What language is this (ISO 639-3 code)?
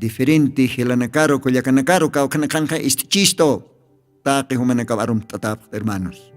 aym